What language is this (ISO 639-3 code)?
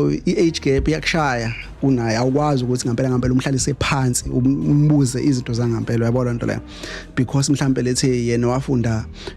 zul